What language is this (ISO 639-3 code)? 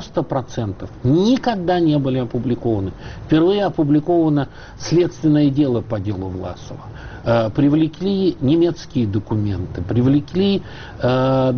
rus